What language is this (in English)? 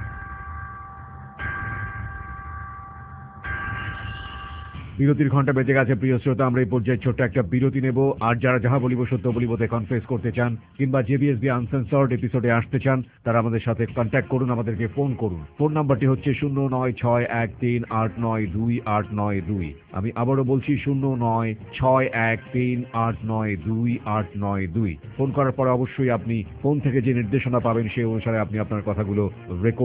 Bangla